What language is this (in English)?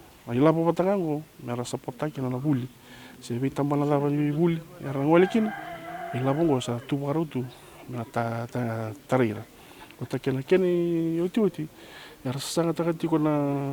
Fijian